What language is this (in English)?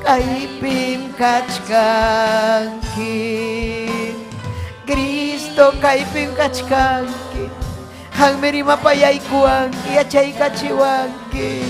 Ayacucho Quechua